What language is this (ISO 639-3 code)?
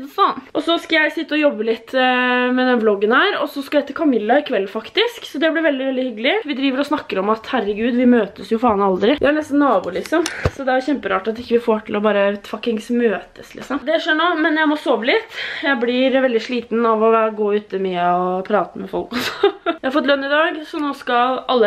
nor